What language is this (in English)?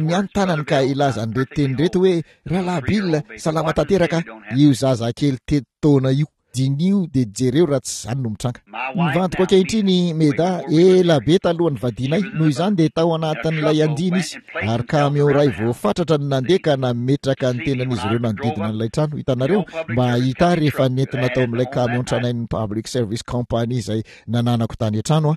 Malagasy